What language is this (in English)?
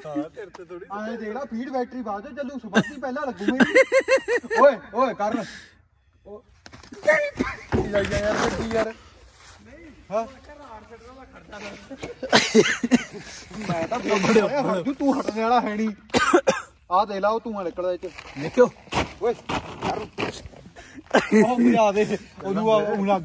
Punjabi